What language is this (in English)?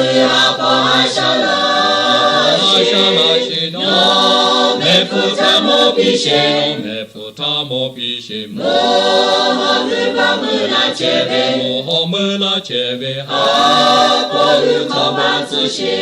Lahu